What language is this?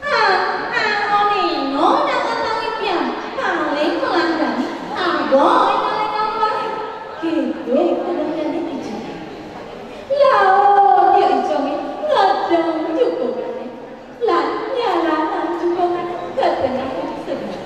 Balinese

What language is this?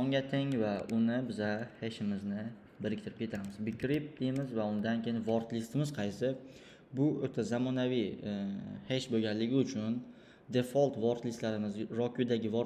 Uzbek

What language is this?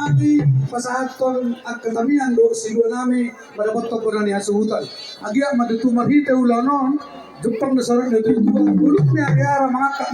Batak Toba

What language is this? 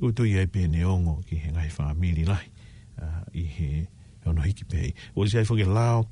Tongan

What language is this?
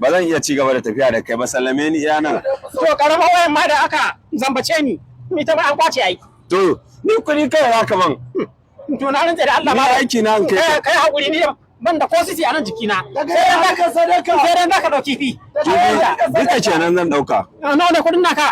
Hausa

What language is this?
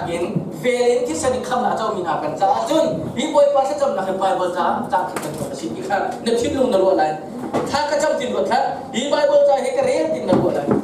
Hakha Chin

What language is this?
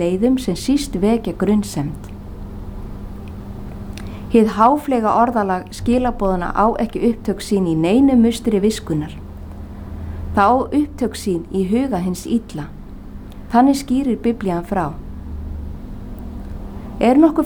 Icelandic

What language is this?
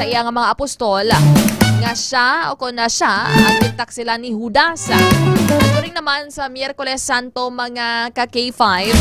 Hiligaynon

